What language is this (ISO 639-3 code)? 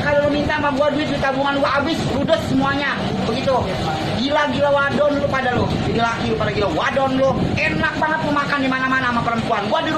bew